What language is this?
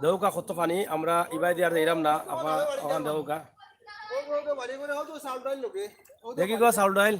Sylheti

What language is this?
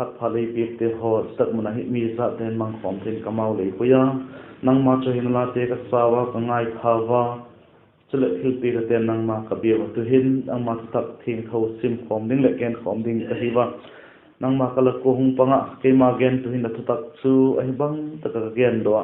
Vaiphei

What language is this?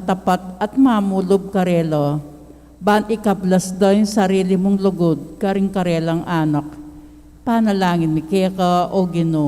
Pampanga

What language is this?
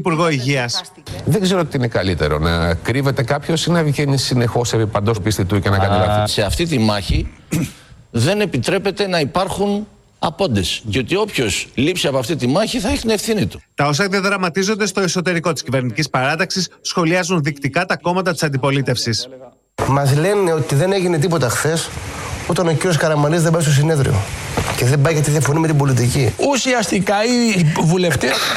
Greek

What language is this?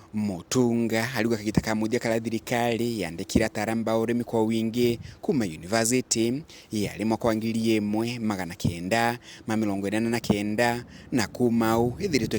Meru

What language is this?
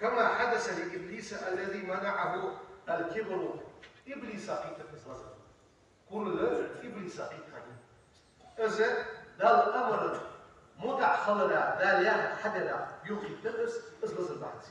Ingush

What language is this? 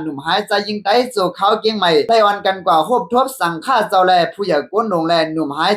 Shan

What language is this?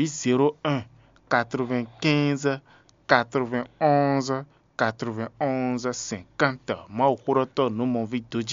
Fon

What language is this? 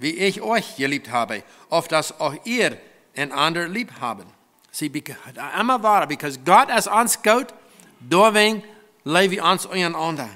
Plautdietsch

